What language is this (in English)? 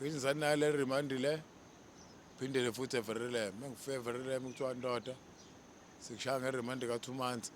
Zulu